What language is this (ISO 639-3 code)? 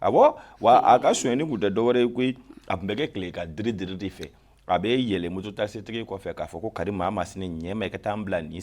bam